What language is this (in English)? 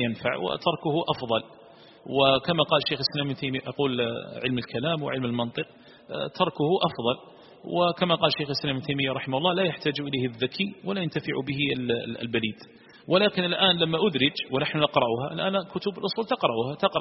Arabic